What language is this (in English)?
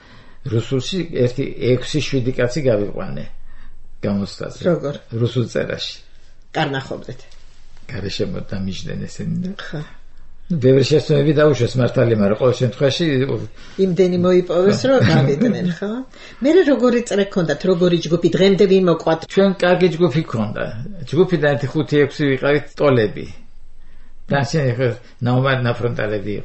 Georgian